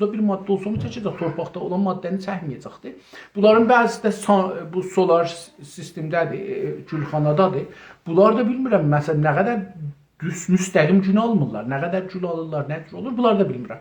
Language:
South Azerbaijani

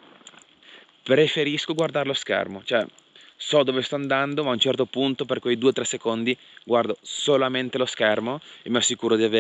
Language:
Italian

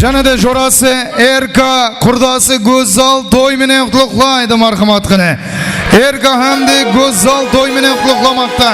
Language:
Kara-Kalpak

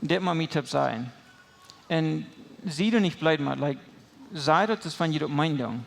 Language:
Plautdietsch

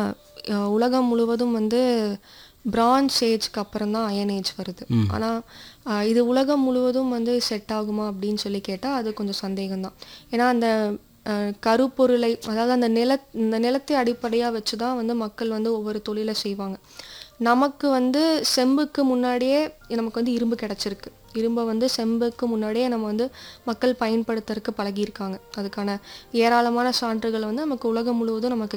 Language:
Tamil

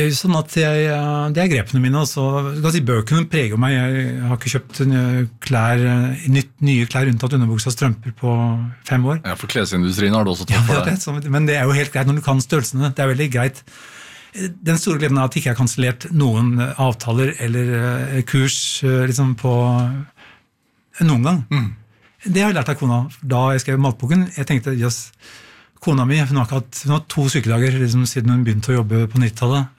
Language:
Norwegian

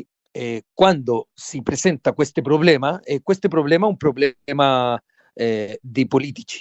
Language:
Italian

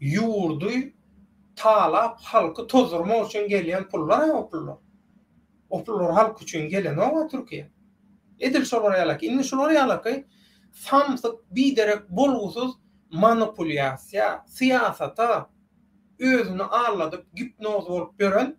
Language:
Turkmen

